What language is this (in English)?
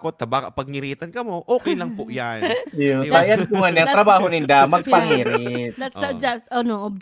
Bikol